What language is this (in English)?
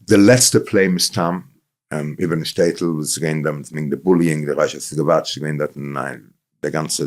Yiddish